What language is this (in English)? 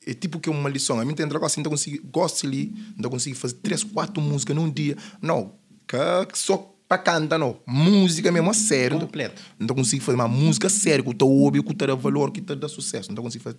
Kabuverdianu